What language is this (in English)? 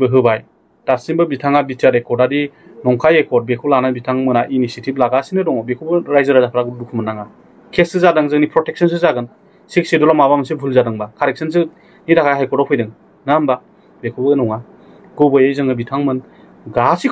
Bodo